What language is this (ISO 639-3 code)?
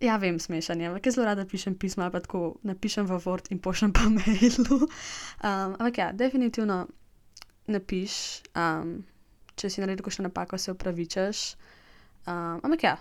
slv